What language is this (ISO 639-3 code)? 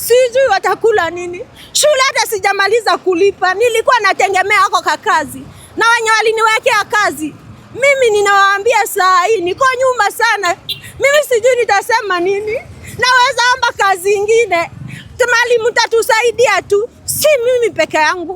swa